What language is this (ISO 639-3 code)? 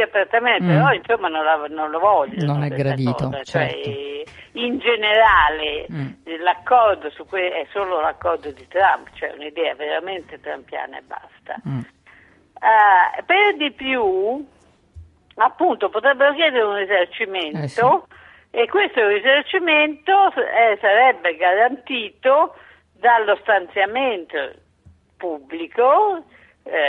ita